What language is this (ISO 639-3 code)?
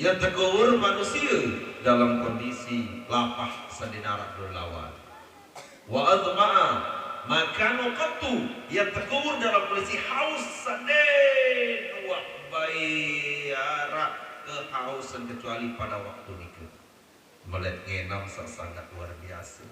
sas